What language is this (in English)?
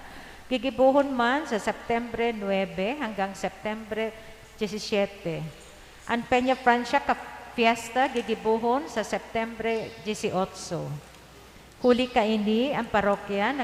Bikol